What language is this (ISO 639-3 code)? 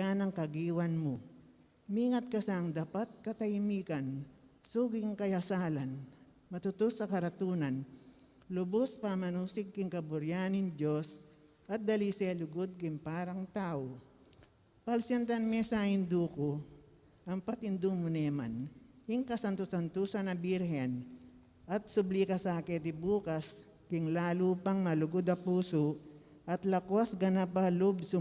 pam